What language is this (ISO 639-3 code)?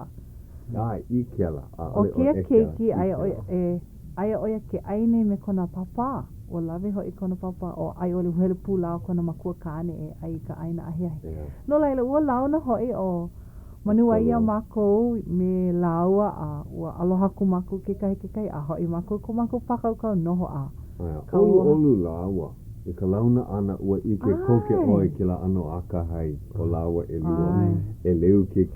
haw